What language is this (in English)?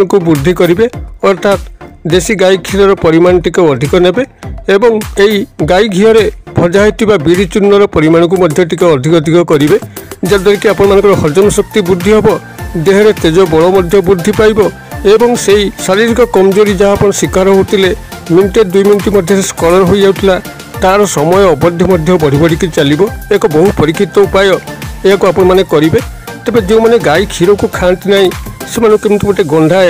Odia